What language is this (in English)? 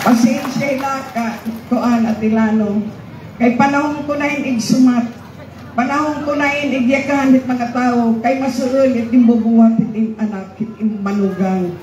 Waray